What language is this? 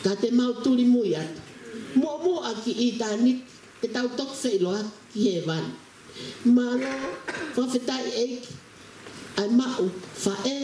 Tongan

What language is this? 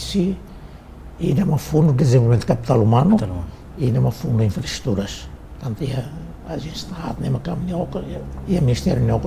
Tetum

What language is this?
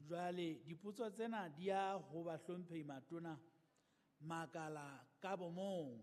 Southern Sotho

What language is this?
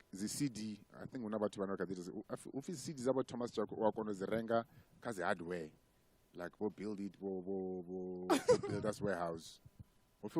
Venda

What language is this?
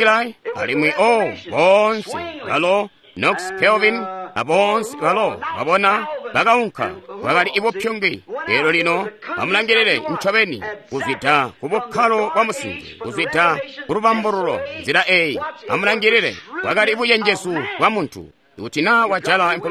Tonga (Zambia)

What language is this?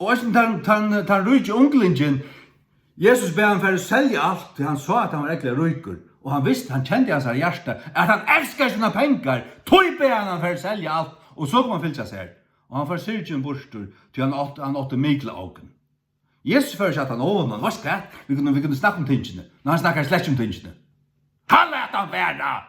Faroese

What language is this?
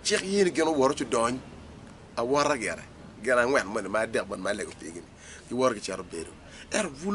Acoli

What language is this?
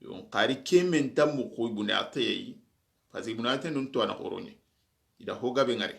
Soninke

